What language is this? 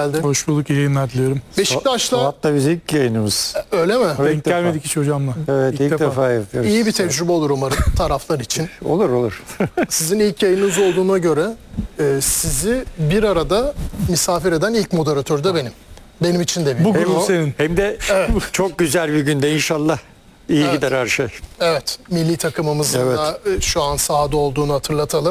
Turkish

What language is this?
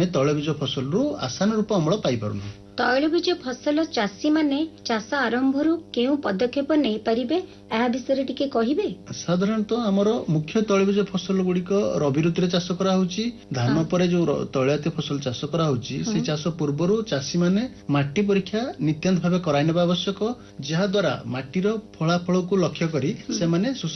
Odia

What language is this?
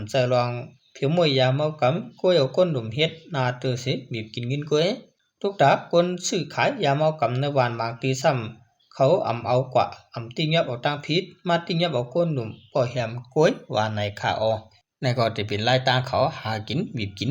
Shan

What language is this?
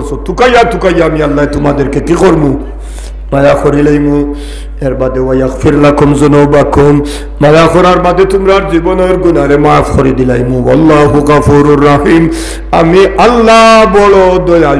Sylheti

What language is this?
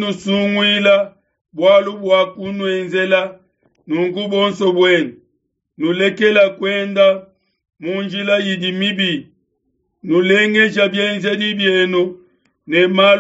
Luba-Lulua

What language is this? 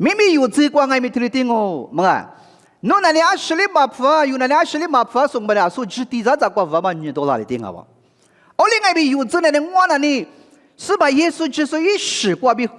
Lisu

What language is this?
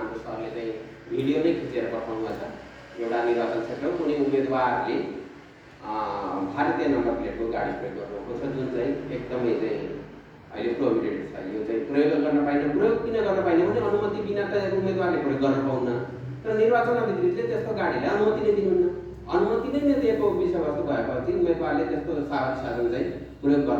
Nepali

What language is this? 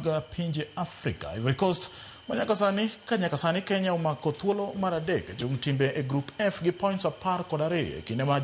Luo (Kenya and Tanzania)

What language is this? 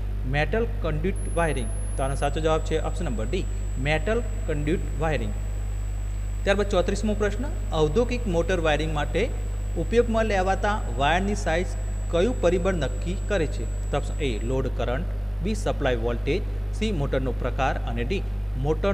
Gujarati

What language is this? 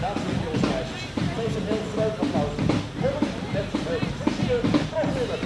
Western Frisian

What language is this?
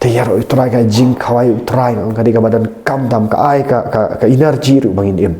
Khasi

